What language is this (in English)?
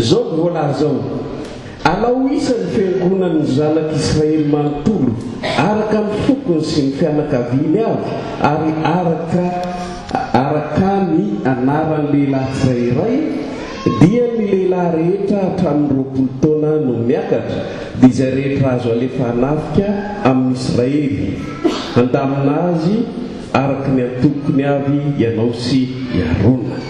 Malagasy